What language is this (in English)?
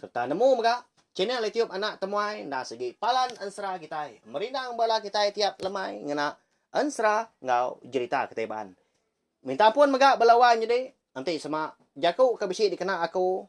Iban